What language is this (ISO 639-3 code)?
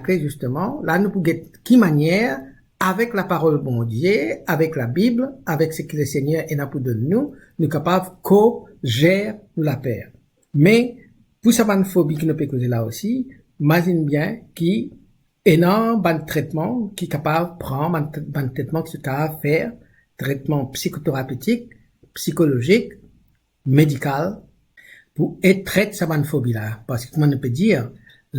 mfe